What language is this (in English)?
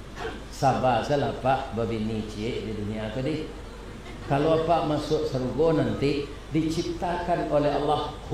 Minangkabau